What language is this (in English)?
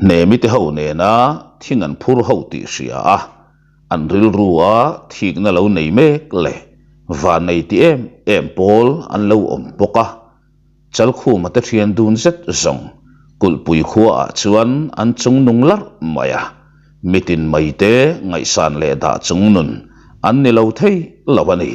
Mizo